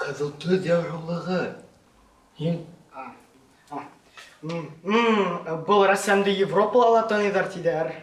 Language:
Bashkir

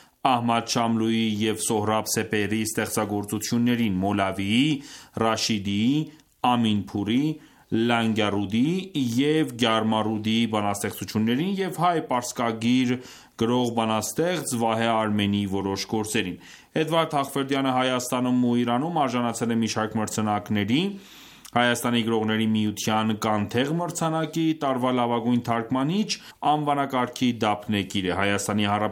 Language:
Armenian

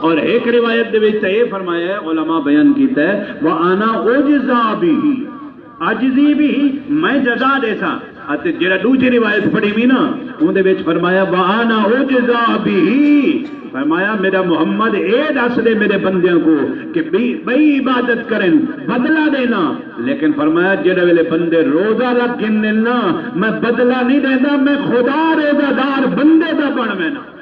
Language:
Saraiki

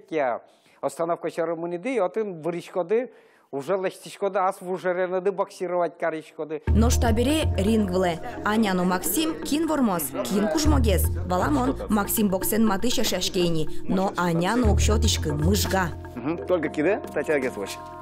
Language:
Udmurt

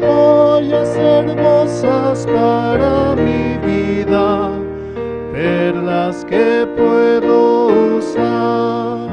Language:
Aymara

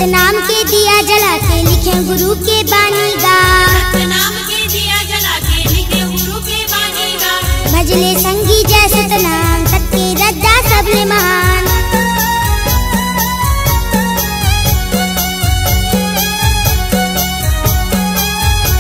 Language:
Chhattisgarhi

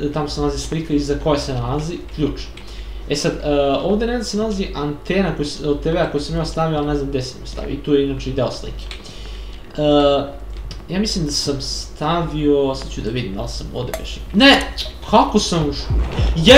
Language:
Serbian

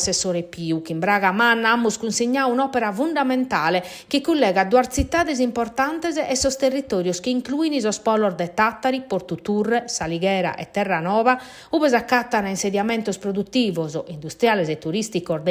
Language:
Sardinian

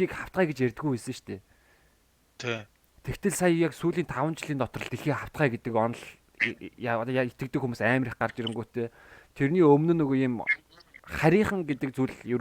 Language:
Mongolian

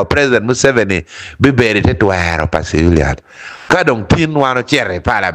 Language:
Acoli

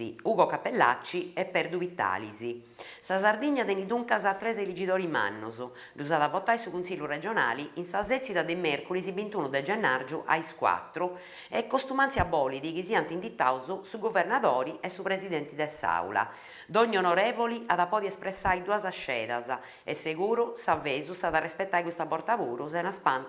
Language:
Sardinian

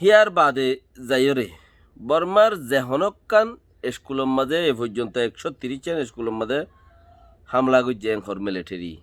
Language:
Rohingya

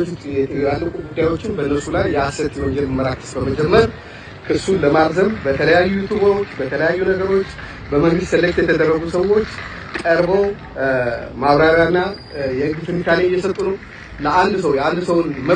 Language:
Amharic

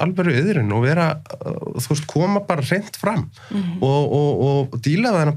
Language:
Icelandic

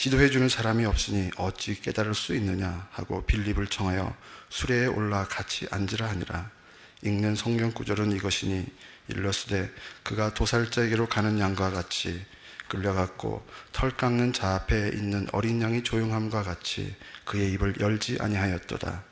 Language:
Korean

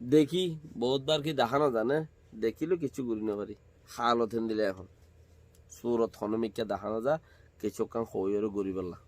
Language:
Rohingya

